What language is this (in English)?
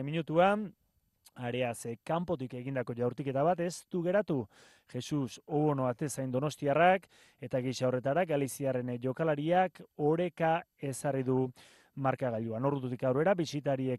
Basque